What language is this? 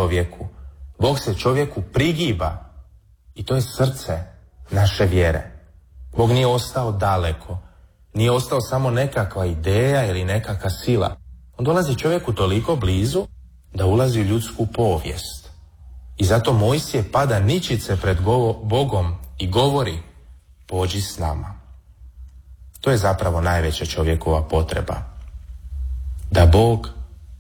Croatian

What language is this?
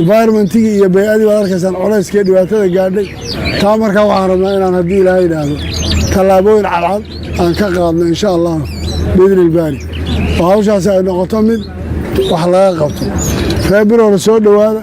Somali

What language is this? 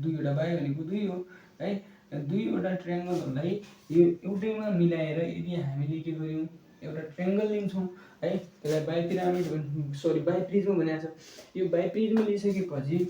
Nepali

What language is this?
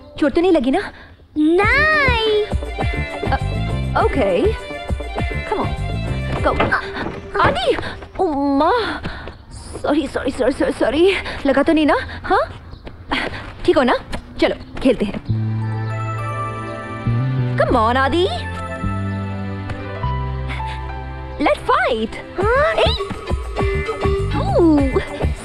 Hindi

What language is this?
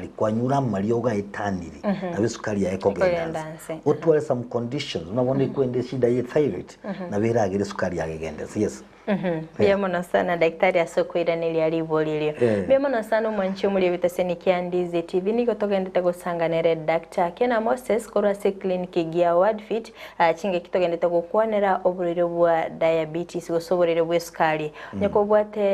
Gusii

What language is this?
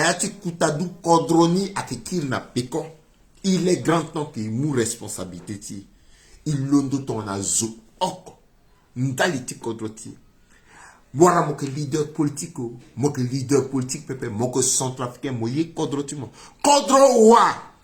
Sango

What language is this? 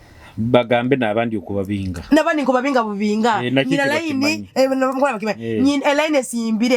Nyoro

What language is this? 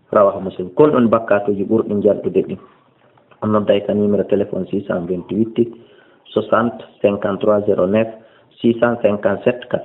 Fula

